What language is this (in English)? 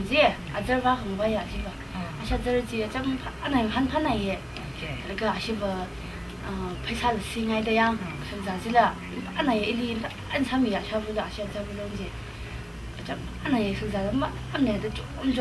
Tangkhul Naga (India)